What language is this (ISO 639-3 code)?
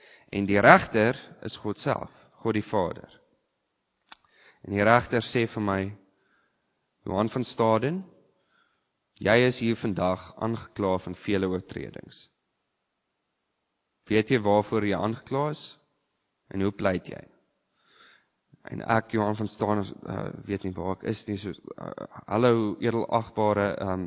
afr